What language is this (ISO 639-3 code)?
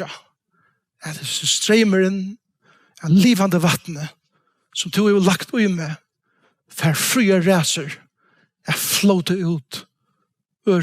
fao